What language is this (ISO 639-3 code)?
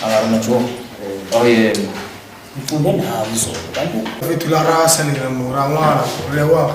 nso